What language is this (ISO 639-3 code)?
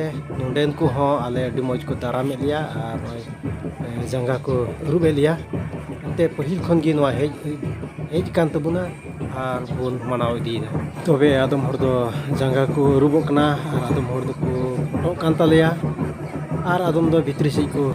sat